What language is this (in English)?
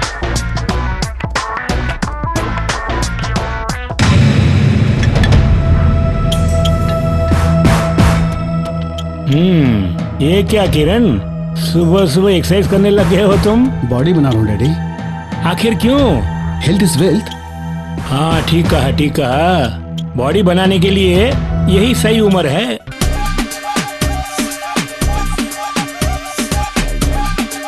Hindi